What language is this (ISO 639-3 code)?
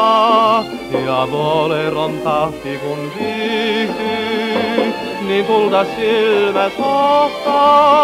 fin